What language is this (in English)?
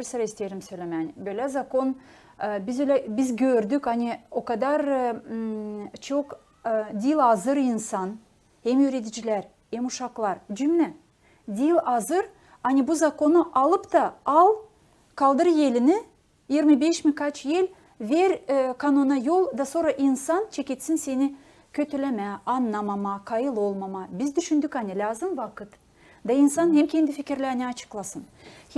Gagauz